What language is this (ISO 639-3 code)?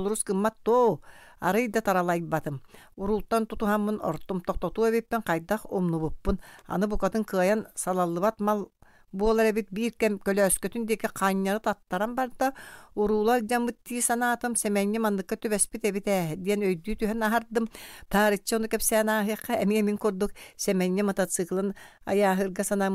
sah